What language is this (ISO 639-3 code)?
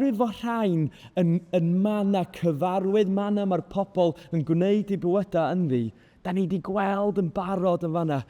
cym